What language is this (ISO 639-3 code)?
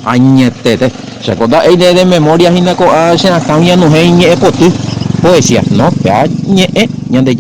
grn